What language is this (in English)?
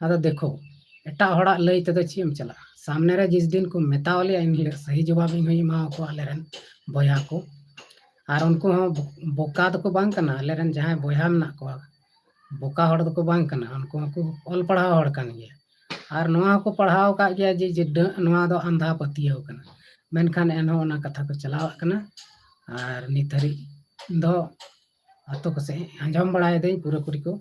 Santali